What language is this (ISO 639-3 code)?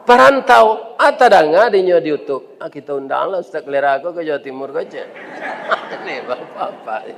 min